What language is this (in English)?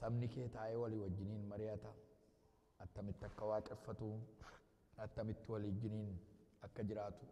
Oromo